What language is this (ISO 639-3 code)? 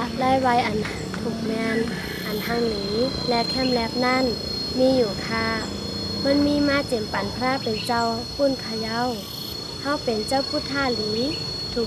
shn